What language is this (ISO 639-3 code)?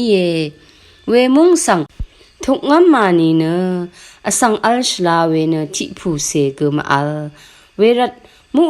raw